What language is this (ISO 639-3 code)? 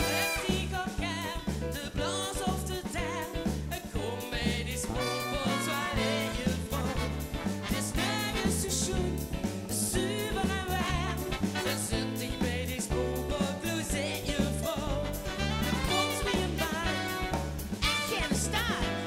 lim